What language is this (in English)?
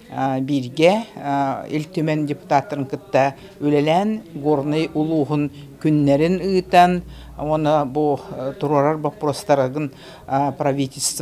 Yakut